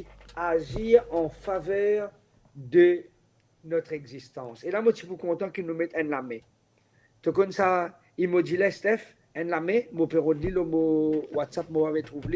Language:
Morisyen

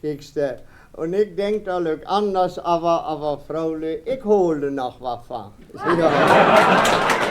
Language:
Westphalien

